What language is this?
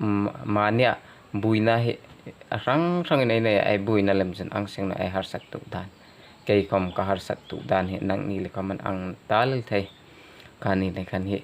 Hmar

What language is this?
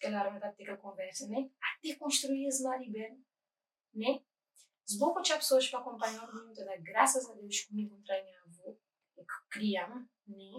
Kabuverdianu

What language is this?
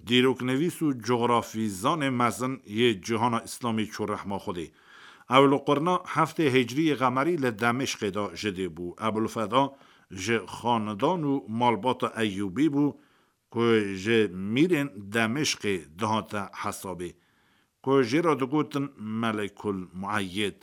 Kurdish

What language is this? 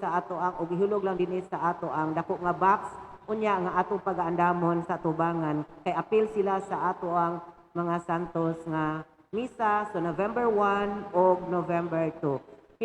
Cebuano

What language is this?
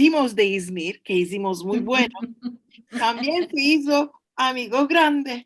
Ladino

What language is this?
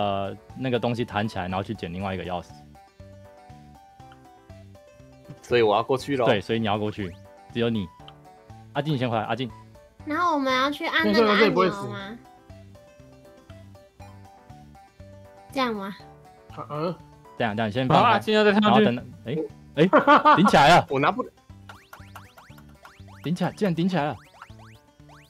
Chinese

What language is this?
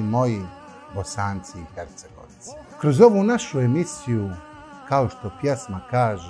Bosnian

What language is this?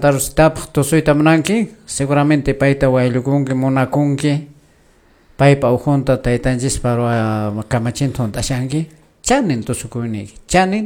Quechua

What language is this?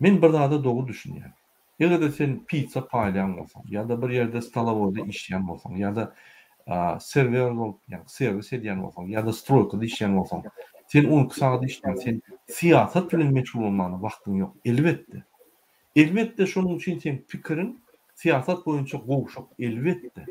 Turkmen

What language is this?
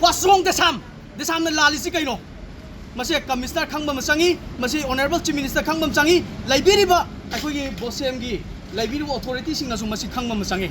Manipuri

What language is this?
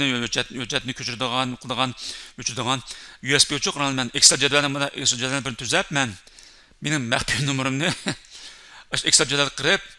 Uyghur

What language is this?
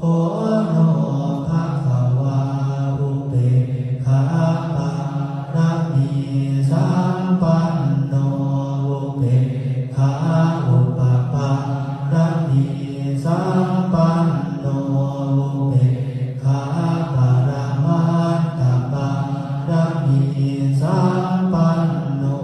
Pali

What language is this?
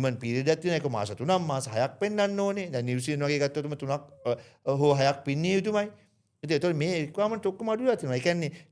Sinhala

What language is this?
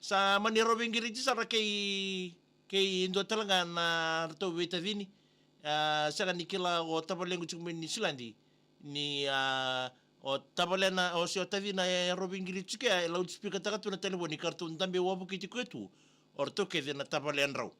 Fijian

